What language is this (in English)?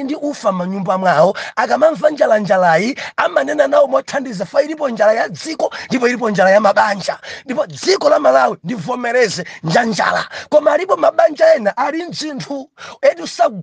Nyanja